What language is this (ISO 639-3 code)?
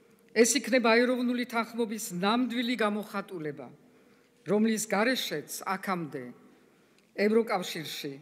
kat